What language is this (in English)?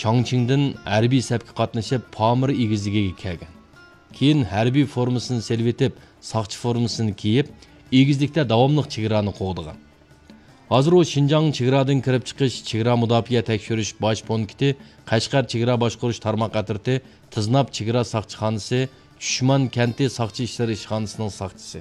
Uyghur